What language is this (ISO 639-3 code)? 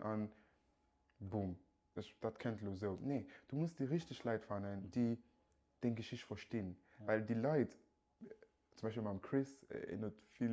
ltz